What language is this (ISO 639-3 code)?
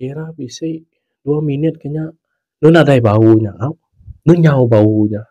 iba